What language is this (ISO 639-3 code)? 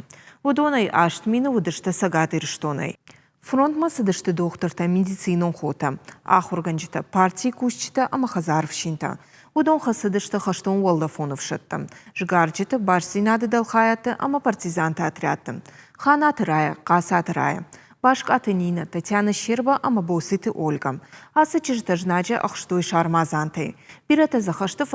oss